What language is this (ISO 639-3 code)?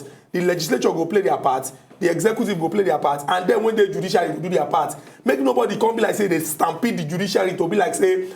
pcm